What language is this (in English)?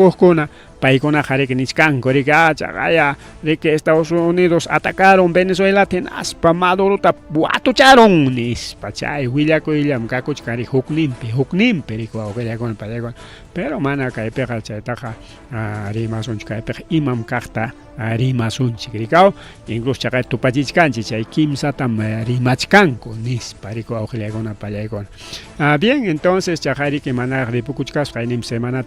Ayacucho Quechua